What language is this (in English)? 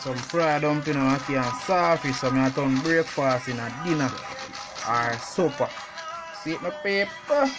Jamaican Creole English